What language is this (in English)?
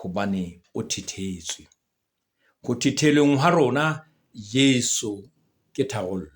Southern Sotho